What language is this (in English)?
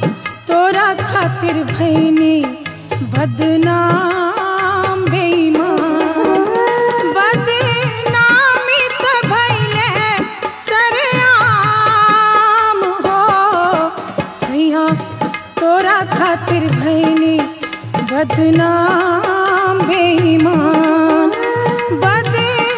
Bhojpuri